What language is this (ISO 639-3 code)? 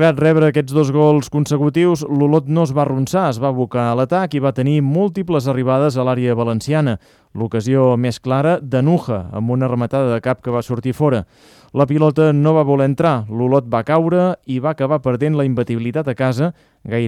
cat